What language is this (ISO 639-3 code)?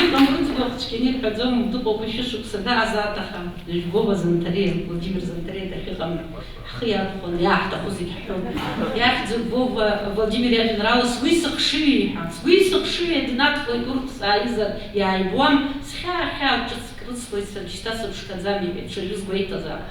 abk